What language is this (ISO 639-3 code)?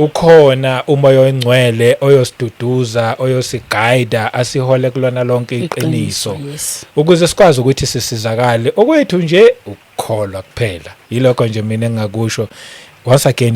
zul